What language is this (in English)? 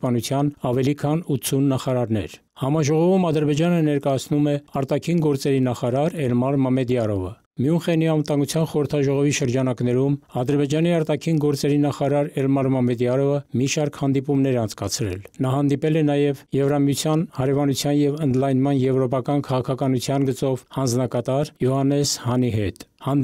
Armenian